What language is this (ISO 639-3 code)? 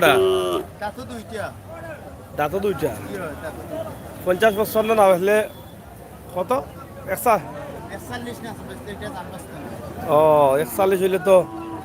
syl